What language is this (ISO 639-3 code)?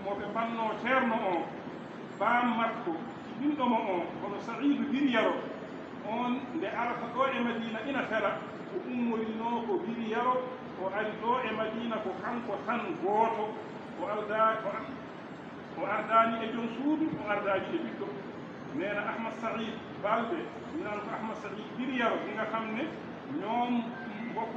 ful